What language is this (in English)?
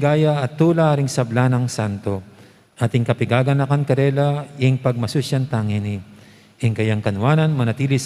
Pampanga